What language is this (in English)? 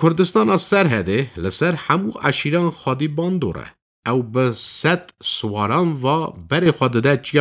Kurdish